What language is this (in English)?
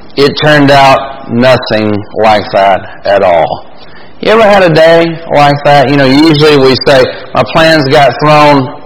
English